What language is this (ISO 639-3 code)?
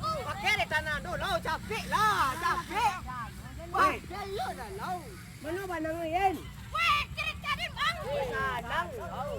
min